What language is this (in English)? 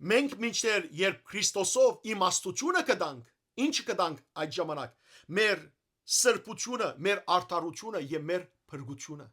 Western Armenian